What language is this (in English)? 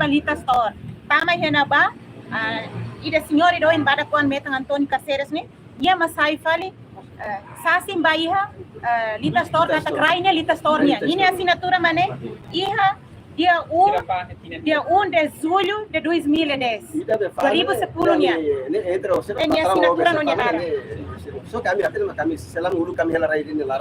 Tetum